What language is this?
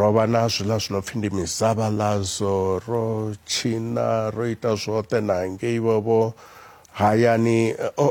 Venda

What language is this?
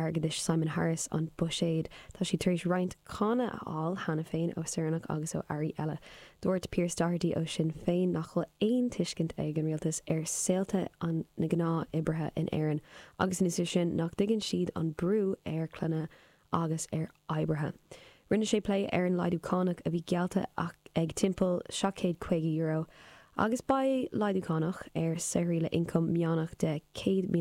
Irish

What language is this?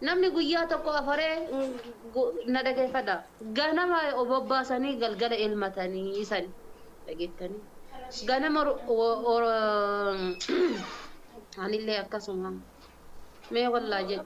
Oromo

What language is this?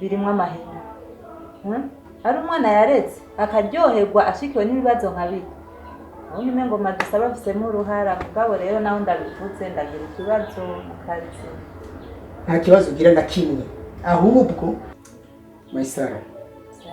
Rundi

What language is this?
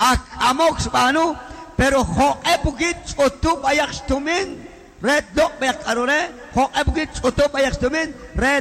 Kekchí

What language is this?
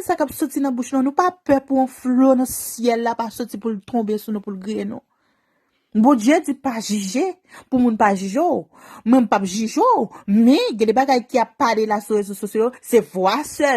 Haitian Creole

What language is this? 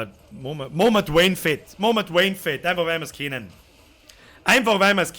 Bavarian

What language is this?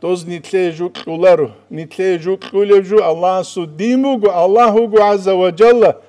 Avaric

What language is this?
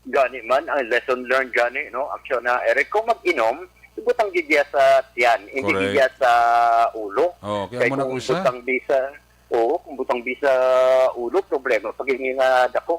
Hiligaynon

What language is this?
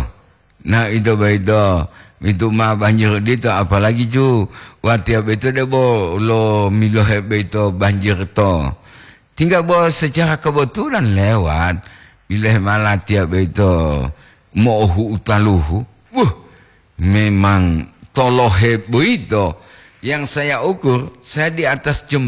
Gorontalo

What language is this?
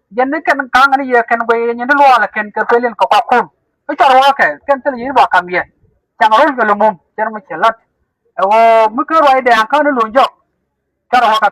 Nuer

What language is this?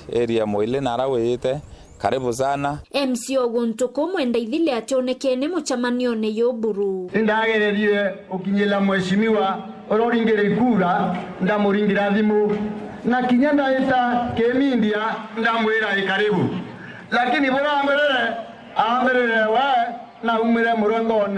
Meru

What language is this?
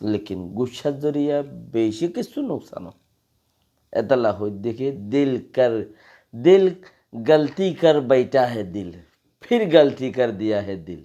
Rohingya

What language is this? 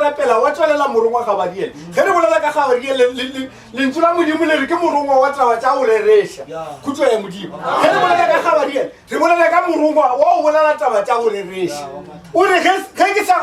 Northern Sotho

